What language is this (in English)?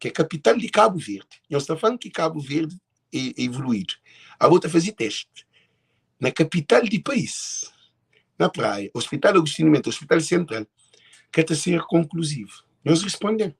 Kabuverdianu